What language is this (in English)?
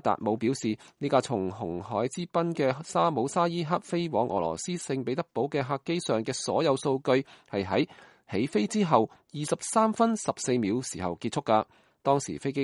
Cantonese